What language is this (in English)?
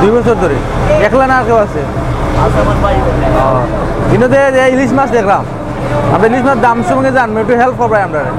Sylheti